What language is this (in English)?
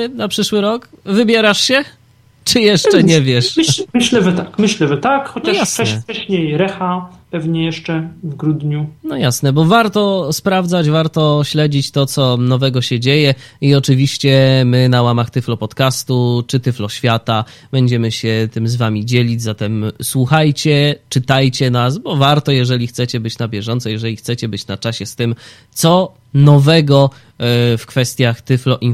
Polish